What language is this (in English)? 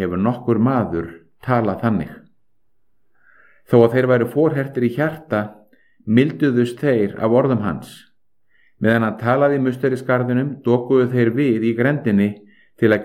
Icelandic